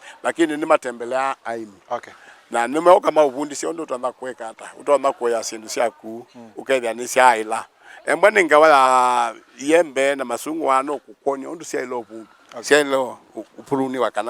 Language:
Kamba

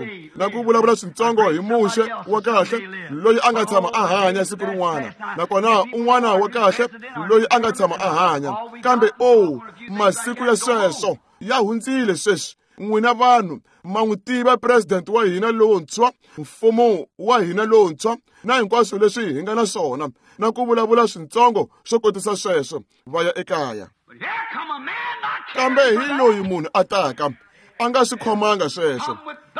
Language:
Tsonga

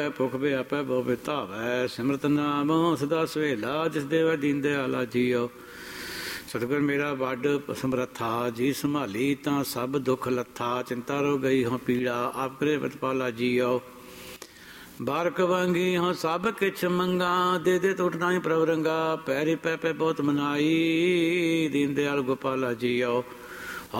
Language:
Punjabi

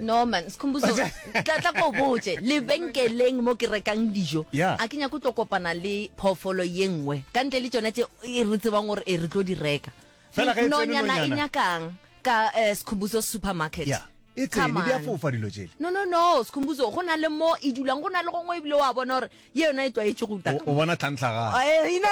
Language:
Northern Sotho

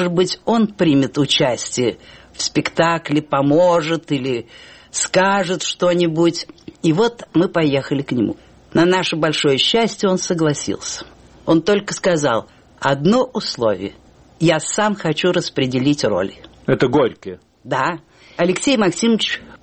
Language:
Russian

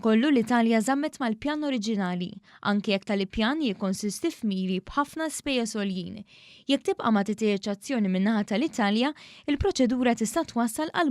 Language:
Maltese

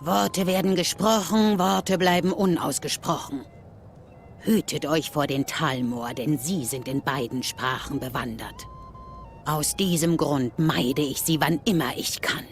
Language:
Swiss German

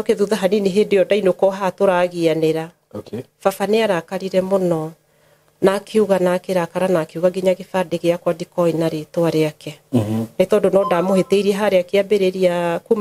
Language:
Kikuyu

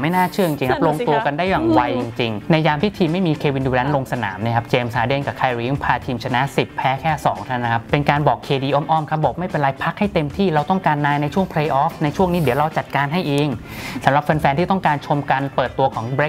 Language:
Thai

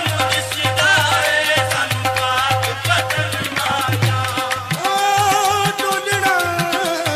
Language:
Punjabi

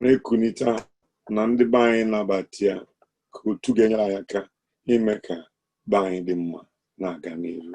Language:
Igbo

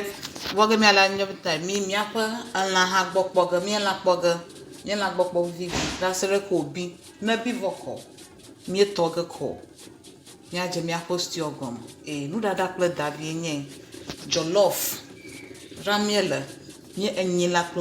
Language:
Ewe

